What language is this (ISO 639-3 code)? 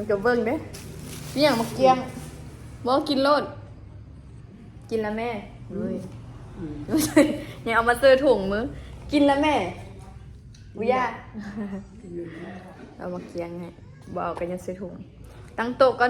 lao